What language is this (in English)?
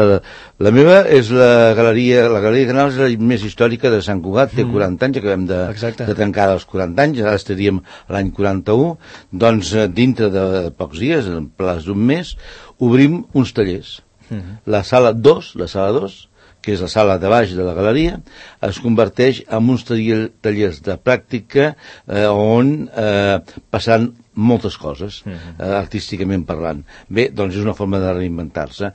Catalan